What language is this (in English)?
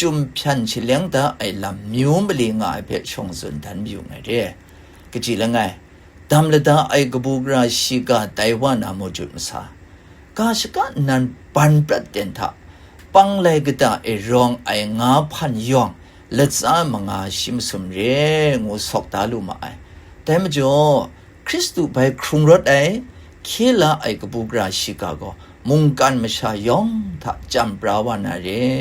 Kachin